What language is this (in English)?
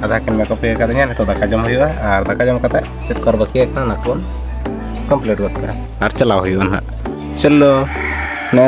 Santali